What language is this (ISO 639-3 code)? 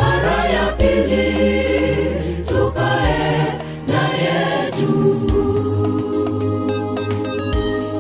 swa